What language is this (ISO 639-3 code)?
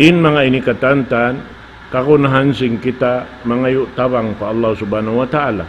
tsg